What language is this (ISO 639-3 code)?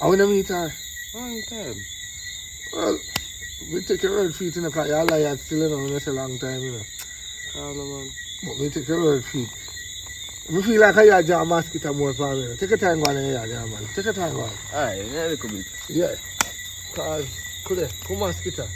jam